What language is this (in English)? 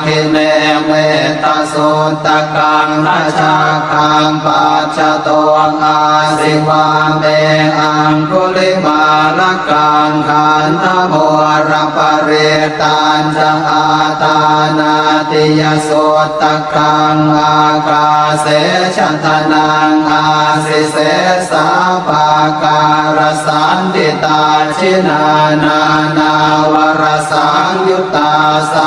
Pali